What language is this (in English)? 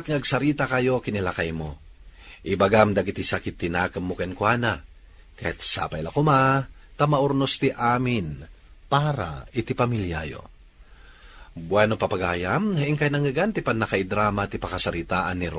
Iloko